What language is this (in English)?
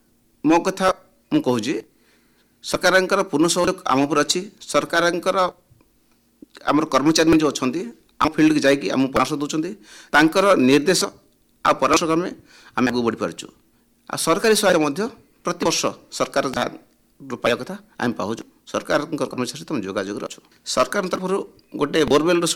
Odia